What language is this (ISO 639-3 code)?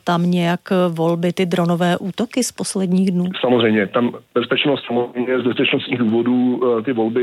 ces